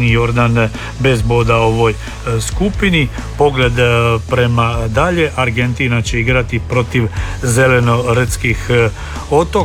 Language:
Croatian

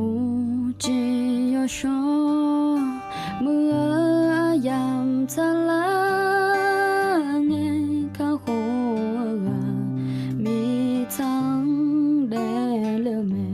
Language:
Akha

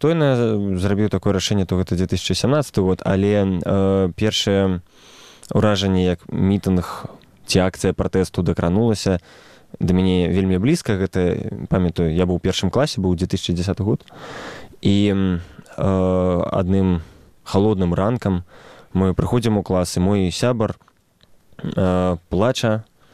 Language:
Belarusian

